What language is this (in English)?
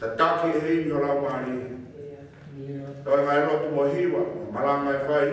Tongan